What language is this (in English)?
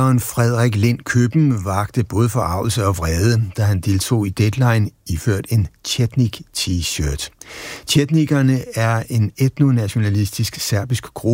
Danish